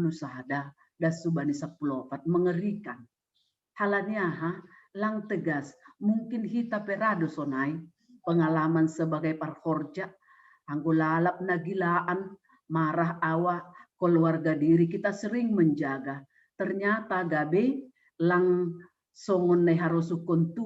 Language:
Batak Simalungun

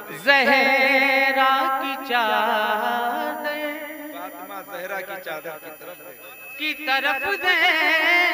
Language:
Hindi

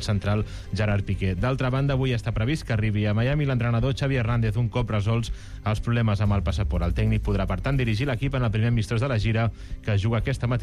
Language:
Catalan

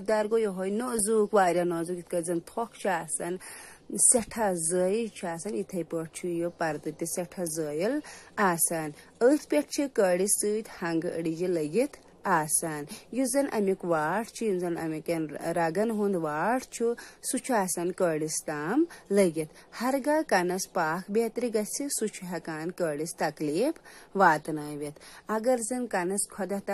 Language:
Kashmiri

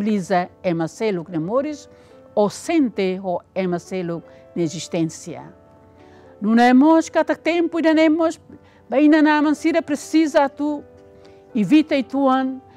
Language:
Tetum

